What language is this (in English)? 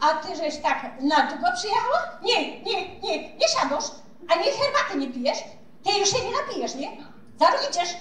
Silesian